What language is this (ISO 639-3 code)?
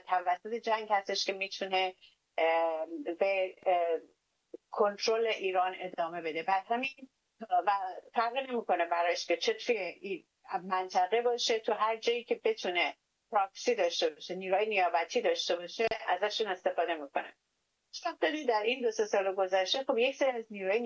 fas